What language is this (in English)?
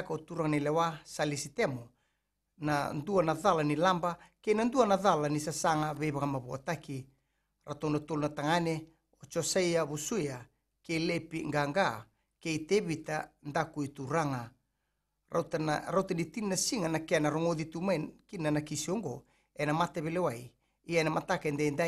Fijian